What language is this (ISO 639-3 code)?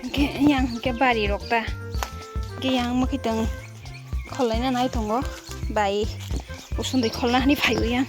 trp